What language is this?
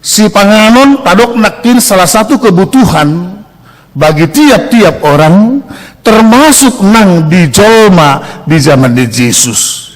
Batak Toba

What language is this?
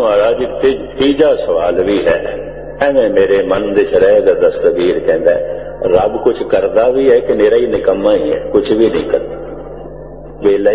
Punjabi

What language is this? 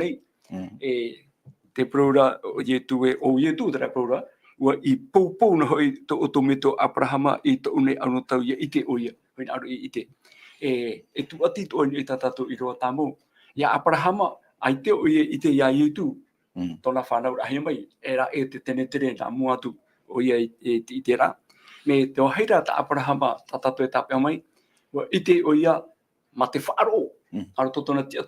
Tahitian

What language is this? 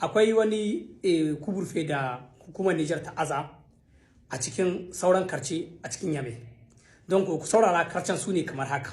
Hausa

